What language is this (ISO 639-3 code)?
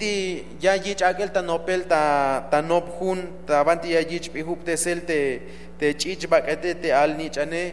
tzh